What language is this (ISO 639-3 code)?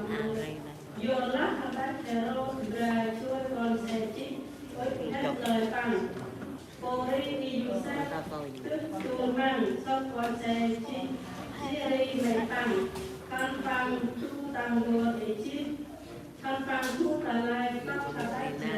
cmo